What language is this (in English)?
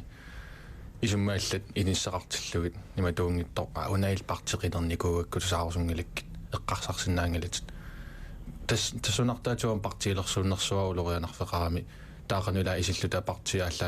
Kalaallisut